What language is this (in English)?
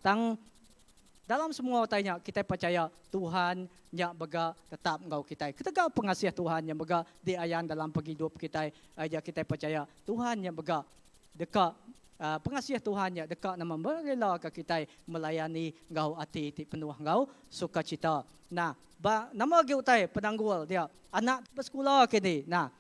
Iban